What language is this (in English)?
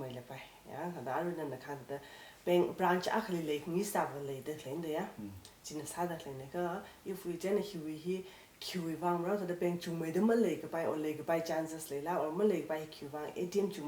Tangkhul Naga (India)